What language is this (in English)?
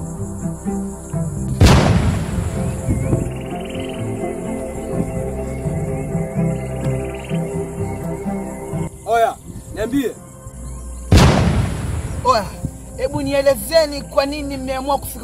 Swahili